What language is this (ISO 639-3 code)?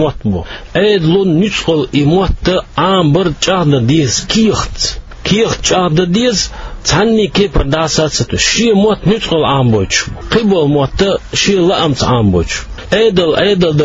che